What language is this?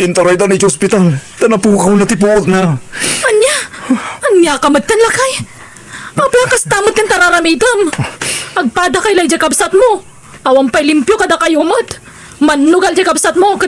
Iloko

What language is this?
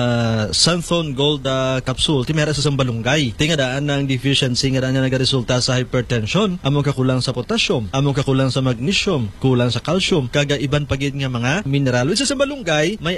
Hiligaynon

